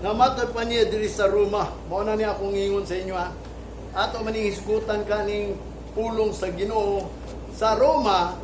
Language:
Cebuano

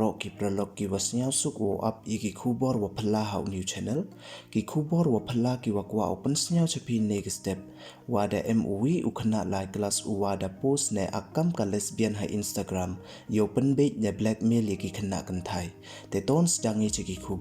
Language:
Pnar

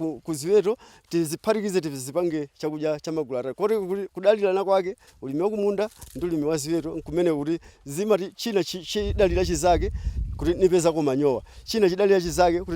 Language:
Nyanja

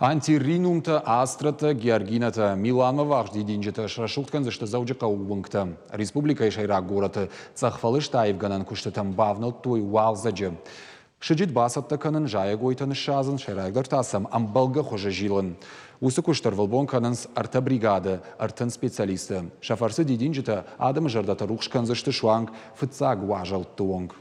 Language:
Ossetic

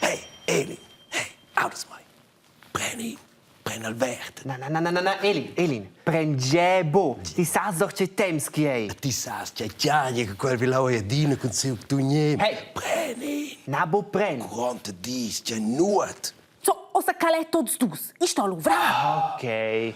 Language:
Romansh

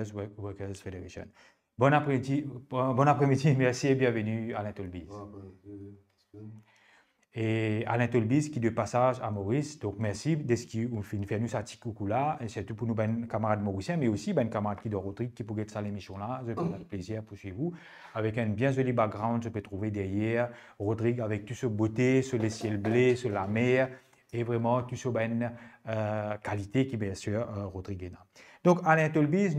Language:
Morisyen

